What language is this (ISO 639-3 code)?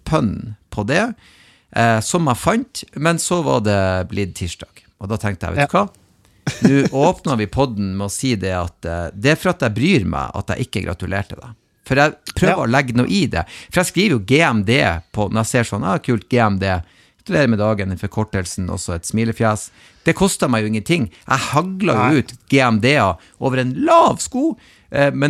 nor